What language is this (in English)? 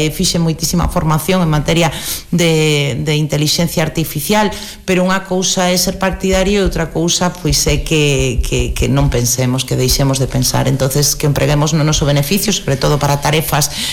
Galician